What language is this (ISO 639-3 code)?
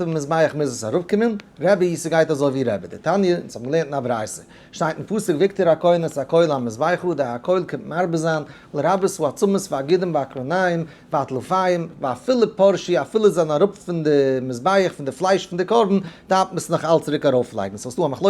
yid